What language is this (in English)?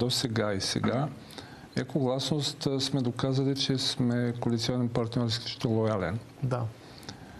Bulgarian